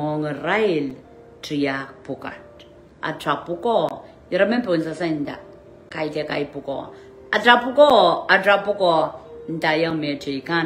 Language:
Pohnpeian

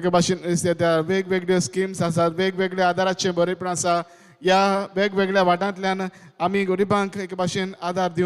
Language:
Konkani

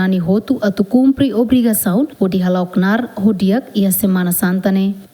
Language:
Tetum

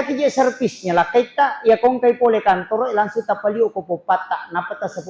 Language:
Buginese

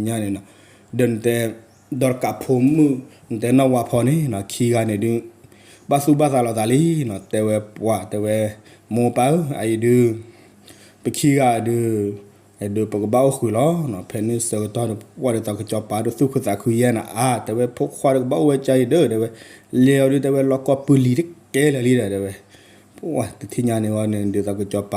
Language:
S'gaw Karen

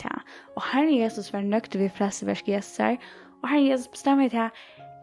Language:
Faroese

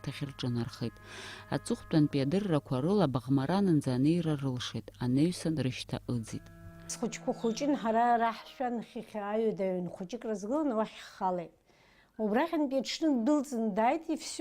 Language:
Abkhazian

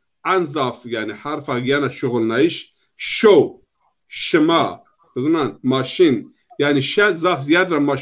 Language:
Zaza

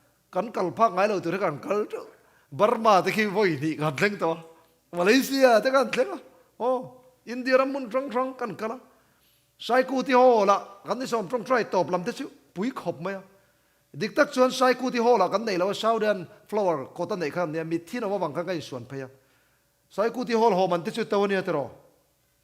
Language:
Mizo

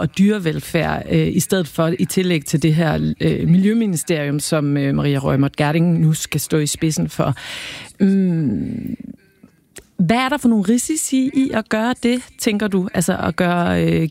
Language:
Danish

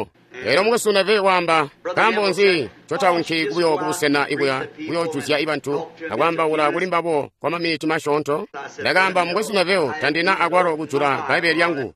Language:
Tonga (Zambia)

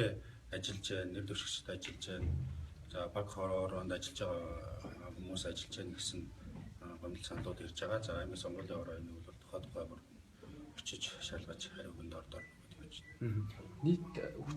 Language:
Mongolian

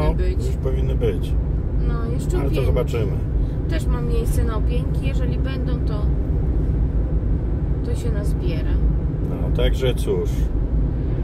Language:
Polish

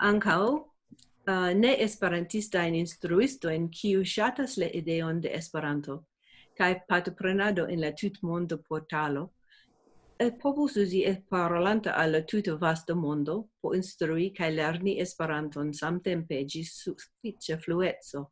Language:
Esperanto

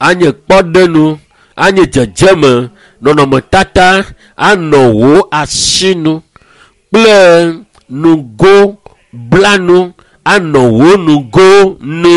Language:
Ewe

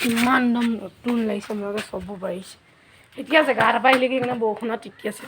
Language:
Assamese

